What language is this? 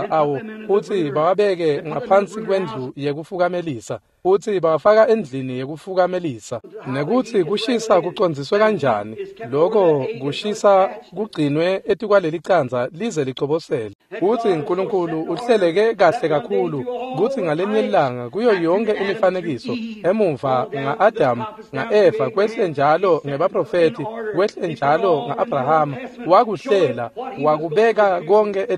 Swati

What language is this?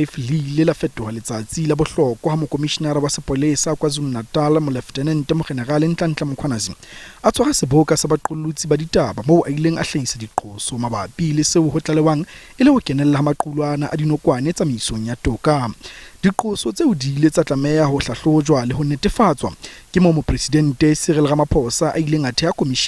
Southern Sotho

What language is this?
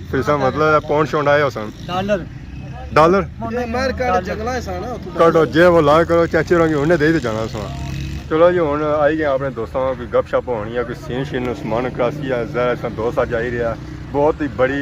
Pahari-Potwari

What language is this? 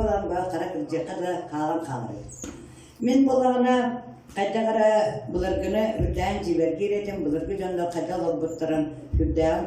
Yakut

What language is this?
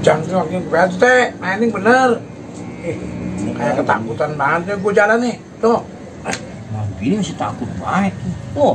Betawi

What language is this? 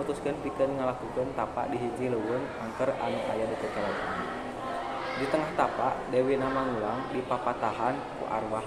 Sundanese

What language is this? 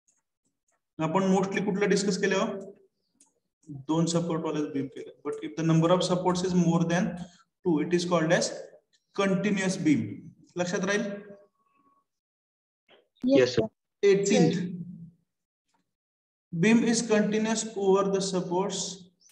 Marathi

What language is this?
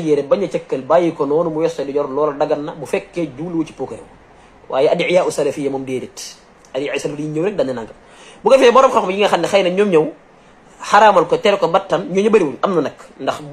Wolof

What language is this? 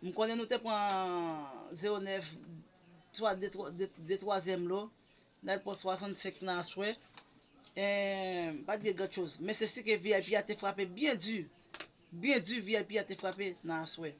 Haitian Creole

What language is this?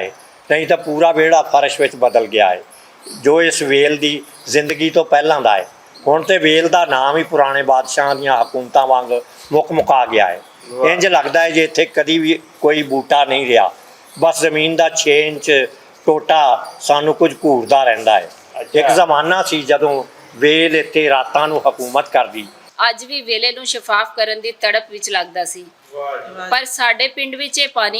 Western Panjabi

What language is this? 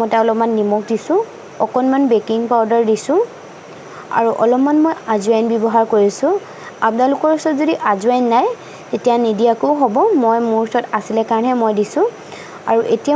Assamese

